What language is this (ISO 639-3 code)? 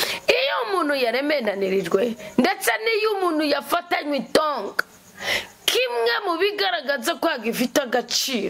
run